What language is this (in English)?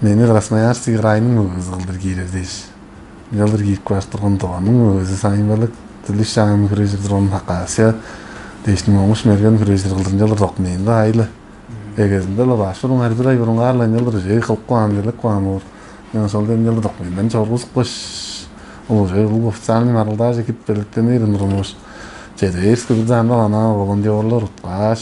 Tuvinian